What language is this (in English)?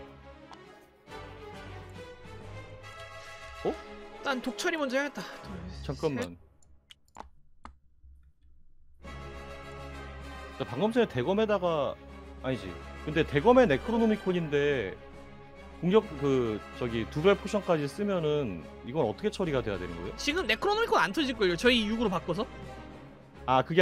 Korean